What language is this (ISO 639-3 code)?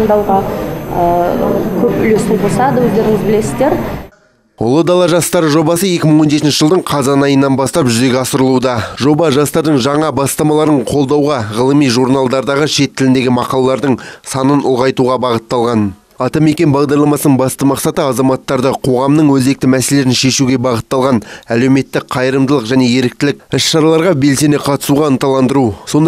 kaz